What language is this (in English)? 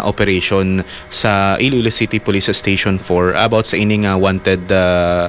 Hiligaynon